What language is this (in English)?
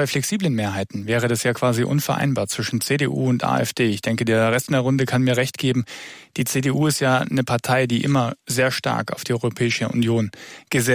German